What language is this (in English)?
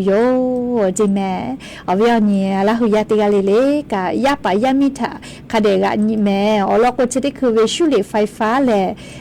Lahu